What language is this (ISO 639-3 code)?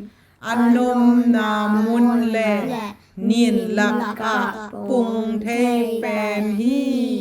ctd